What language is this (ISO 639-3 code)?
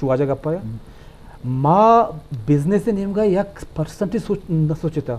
bgp